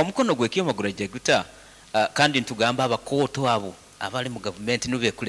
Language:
Nyankole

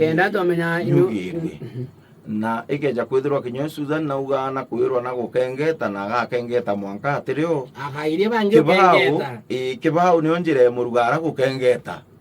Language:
Meru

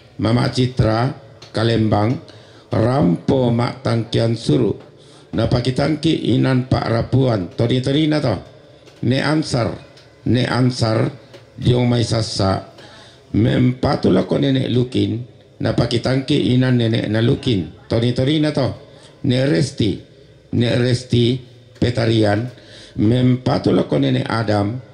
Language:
Toraja-Sa'dan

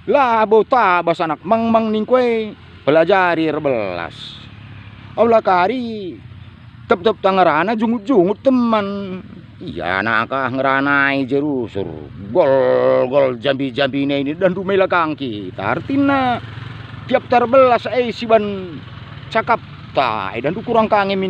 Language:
Batak Karo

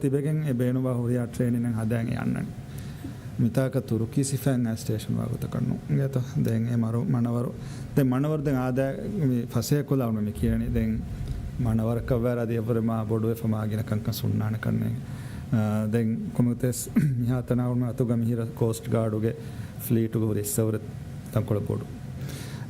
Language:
Divehi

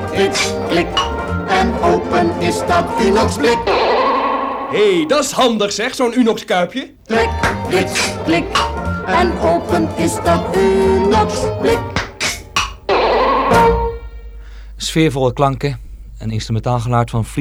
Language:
Dutch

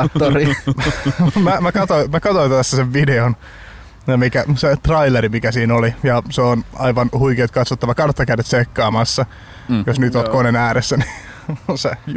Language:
Finnish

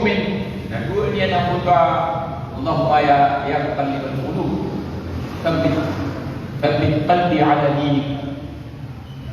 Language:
Maranao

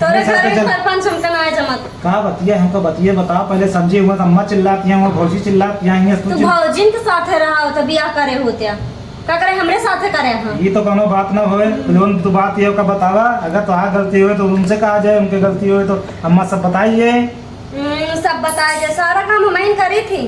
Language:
Awadhi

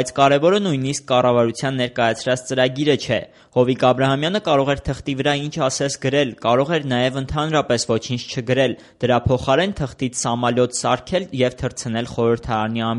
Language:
Armenian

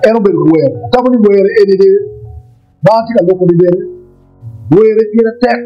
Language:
Acoli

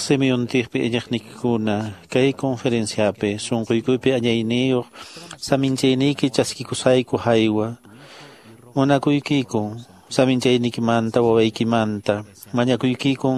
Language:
Quechua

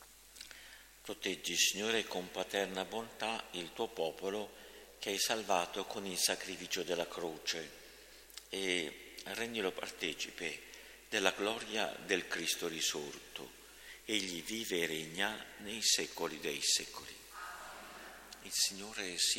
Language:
Italian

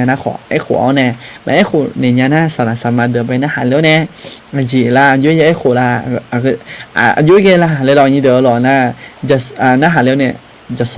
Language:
Akha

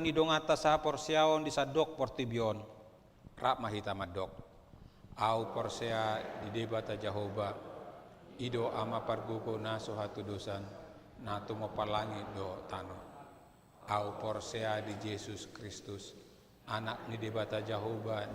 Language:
Batak Toba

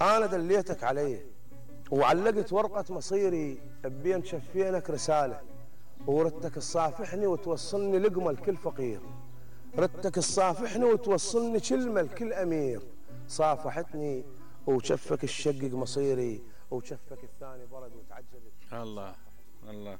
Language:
Mesopotamian Arabic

